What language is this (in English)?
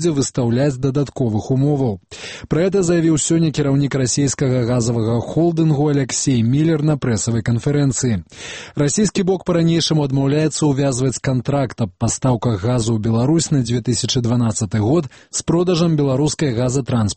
Belarusian